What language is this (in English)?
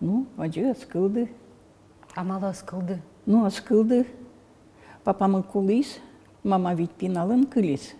Udmurt